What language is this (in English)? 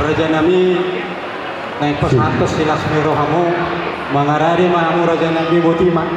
Batak Toba